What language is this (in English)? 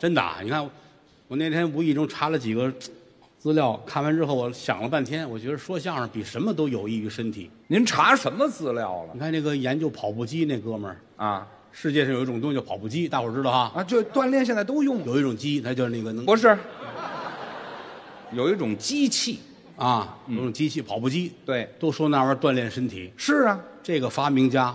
Chinese